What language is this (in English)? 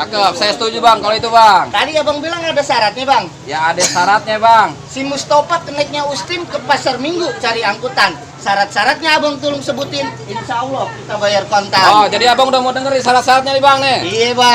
Betawi